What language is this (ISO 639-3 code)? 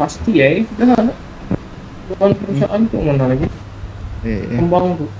bjn